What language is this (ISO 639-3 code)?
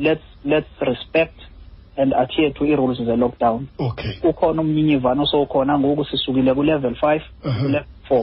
xho